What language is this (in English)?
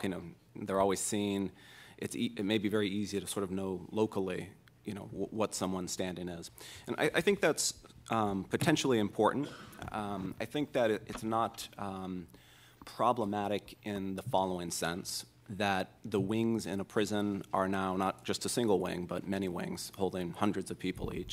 English